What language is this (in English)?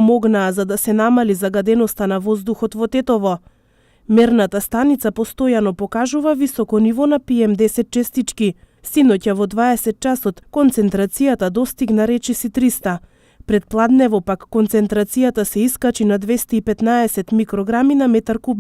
Macedonian